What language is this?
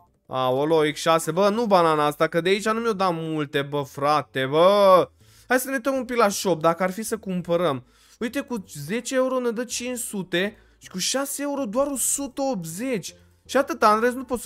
Romanian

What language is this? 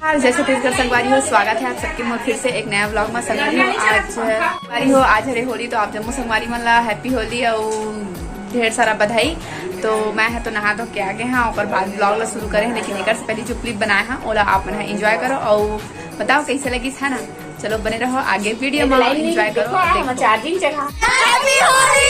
Chhattisgarhi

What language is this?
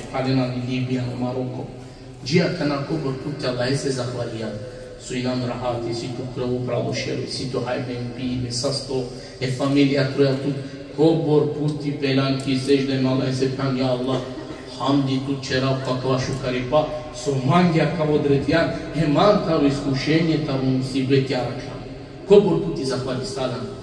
Balkan Romani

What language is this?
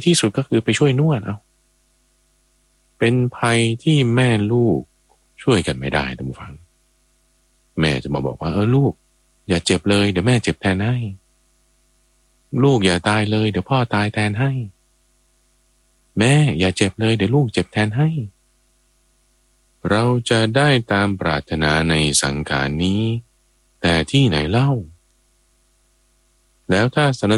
Thai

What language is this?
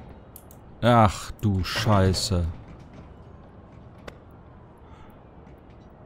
German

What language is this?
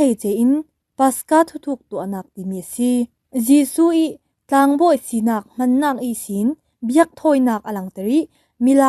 Falam Chin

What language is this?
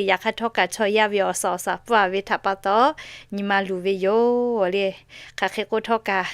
Lahu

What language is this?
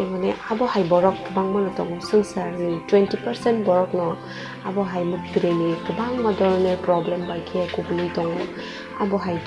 Kok Borok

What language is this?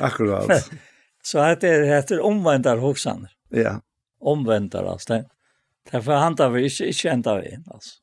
Faroese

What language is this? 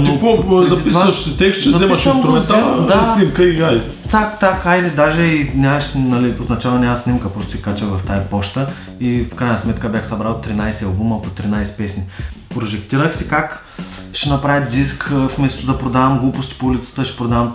Bulgarian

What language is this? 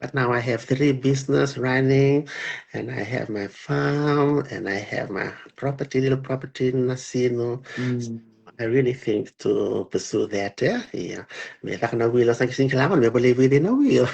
Fijian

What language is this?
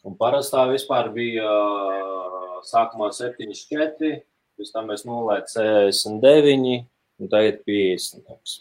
Latvian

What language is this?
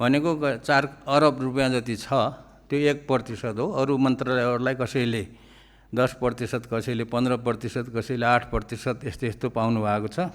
Nepali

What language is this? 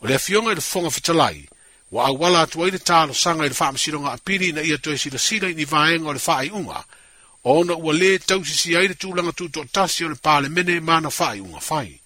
Samoan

